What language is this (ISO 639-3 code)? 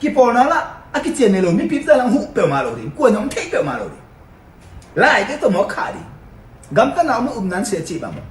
ctd